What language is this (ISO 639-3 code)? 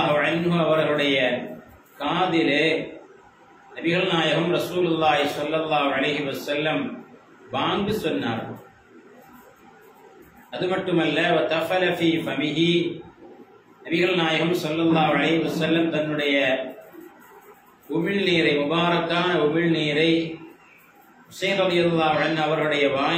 tam